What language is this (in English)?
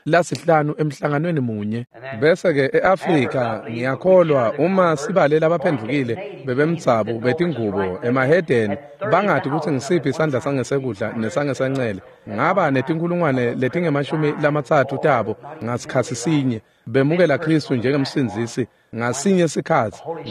Swati